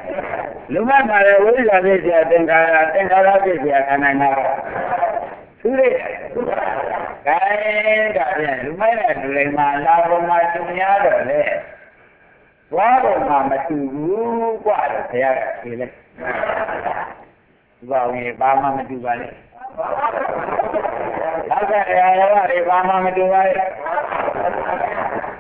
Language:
Burmese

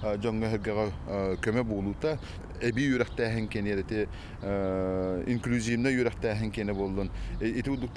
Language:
Yakut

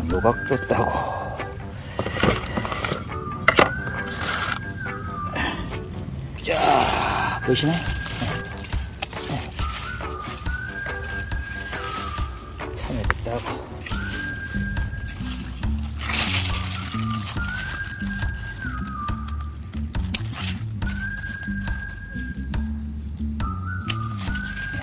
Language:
Korean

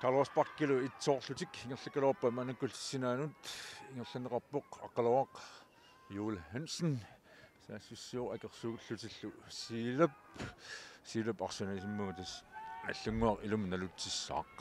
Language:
Kalaallisut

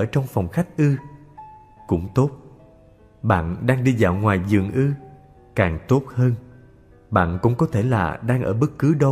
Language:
Vietnamese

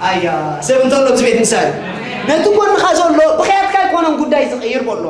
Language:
Tigrinya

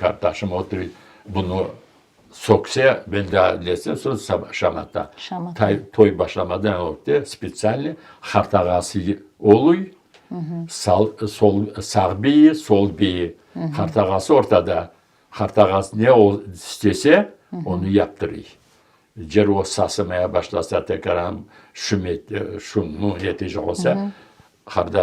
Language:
Crimean Tatar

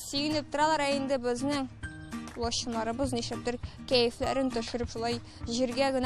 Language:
Tatar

